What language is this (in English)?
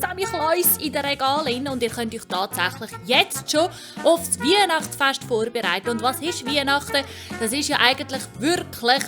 Swiss German